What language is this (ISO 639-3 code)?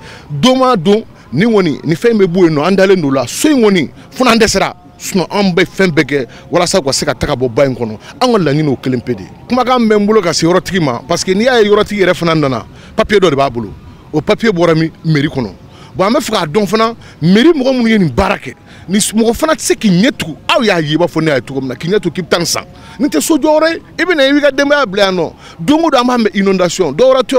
bam